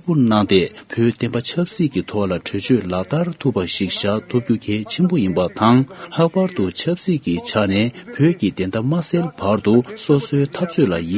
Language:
Tibetan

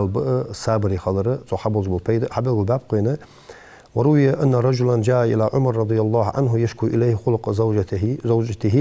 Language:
Ingush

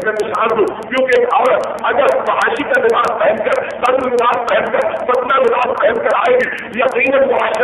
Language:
Urdu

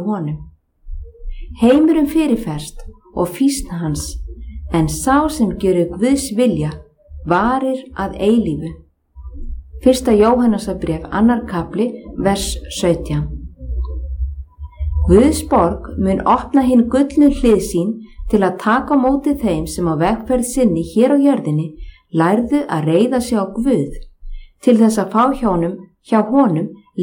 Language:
Icelandic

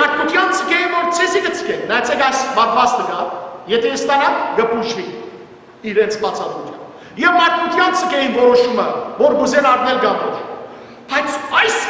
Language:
Western Armenian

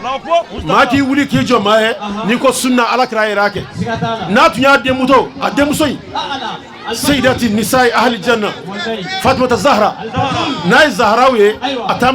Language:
Bambara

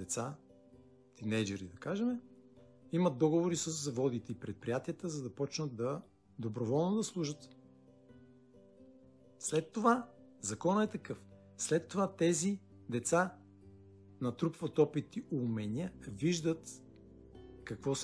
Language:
Bulgarian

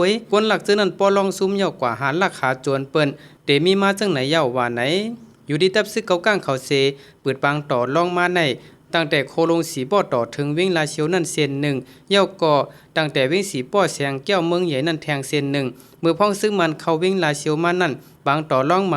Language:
Shan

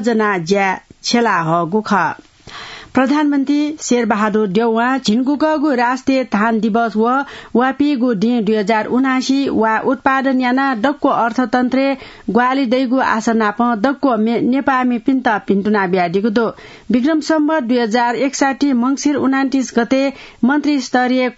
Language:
Newari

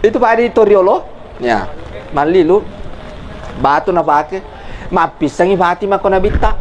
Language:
Buginese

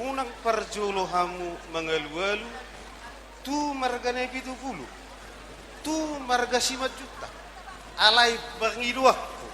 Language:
Batak Toba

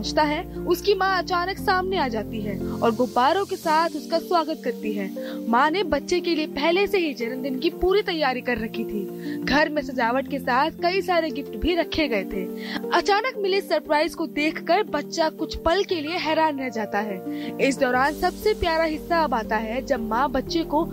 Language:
Hindi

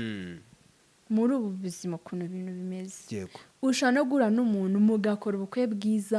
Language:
Kinyarwanda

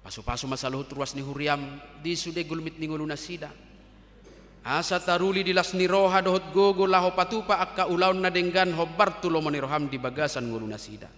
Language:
Batak Toba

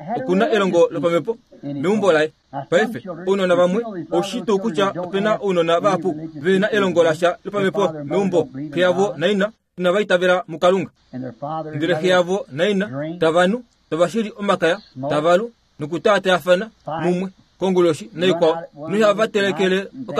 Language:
Kuanyama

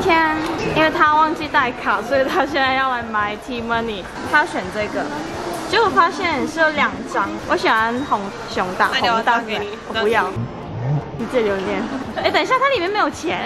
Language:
Chinese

